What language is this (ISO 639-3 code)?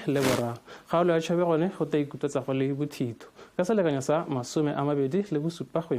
tsn